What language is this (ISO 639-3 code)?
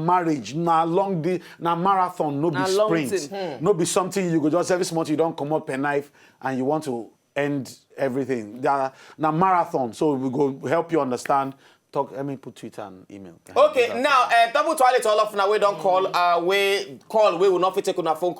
pcm